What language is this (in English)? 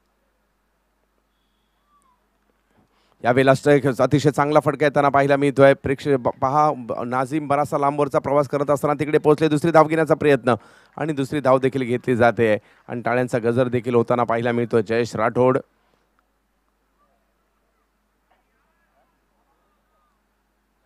Marathi